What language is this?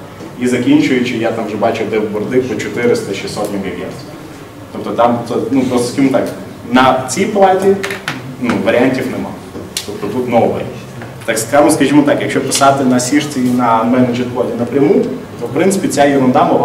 Ukrainian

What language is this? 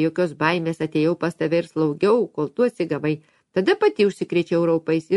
Lithuanian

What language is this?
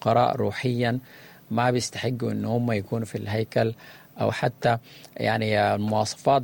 Sudanese Arabic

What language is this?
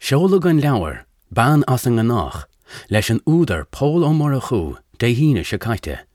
Irish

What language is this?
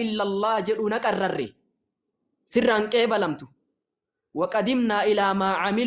Oromo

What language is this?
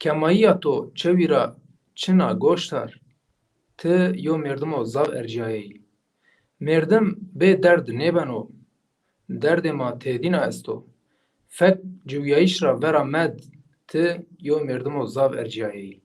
Zaza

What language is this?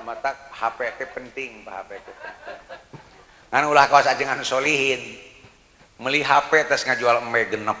Sundanese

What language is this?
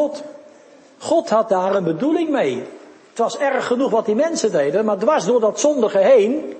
Dutch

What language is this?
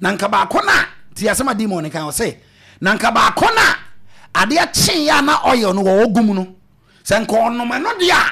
Akan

